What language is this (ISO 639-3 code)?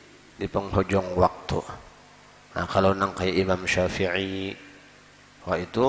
bjn